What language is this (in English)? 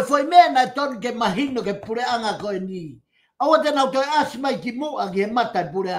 Tongan